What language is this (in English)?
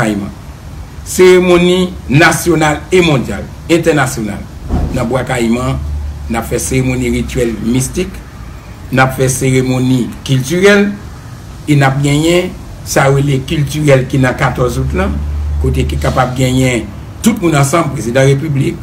Haitian Creole